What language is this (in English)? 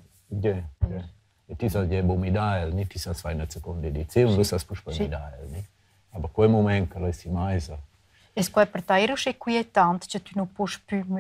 Romansh